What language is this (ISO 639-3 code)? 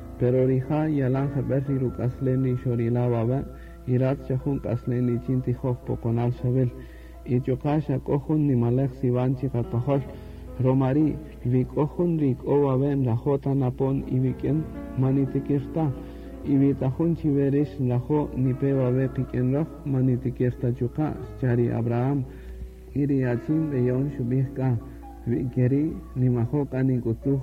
cak